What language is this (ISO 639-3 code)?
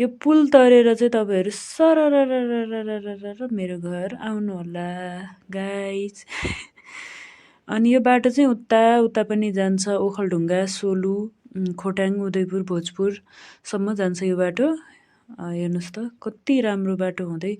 nep